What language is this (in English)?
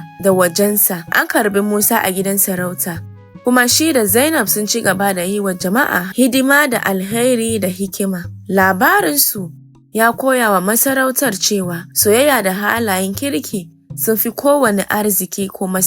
Hausa